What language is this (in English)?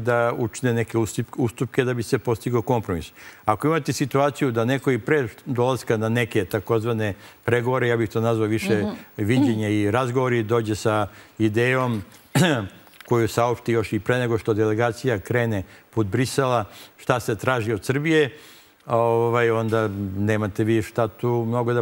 Serbian